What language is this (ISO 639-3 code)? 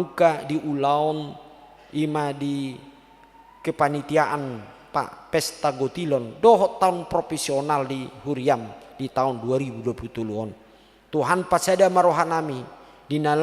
bbc